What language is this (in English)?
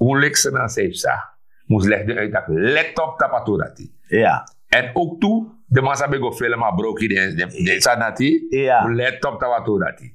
Sranan Tongo